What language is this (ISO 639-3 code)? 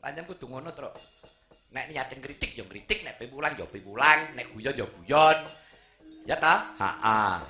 jav